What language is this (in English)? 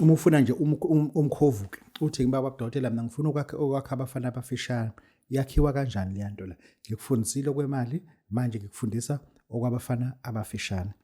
Zulu